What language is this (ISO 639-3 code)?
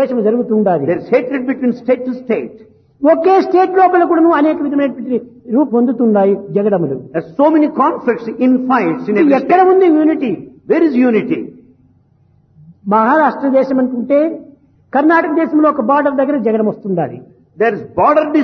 tel